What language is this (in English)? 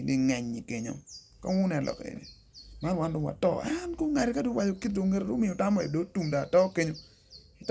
Acoli